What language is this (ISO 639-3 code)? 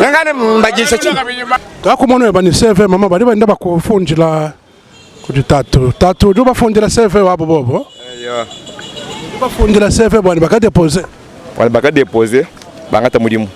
lua